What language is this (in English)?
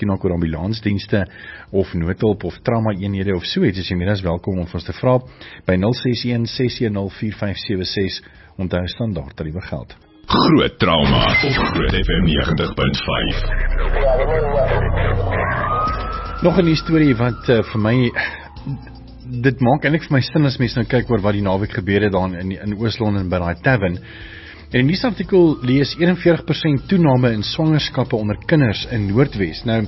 Afrikaans